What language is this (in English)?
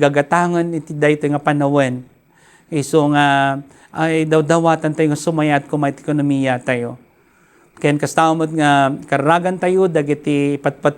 Iloko